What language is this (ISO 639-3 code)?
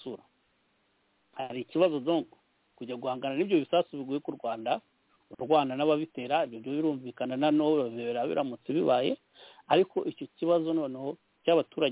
kin